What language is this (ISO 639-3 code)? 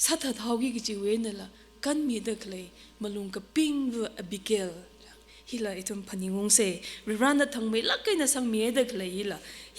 nmf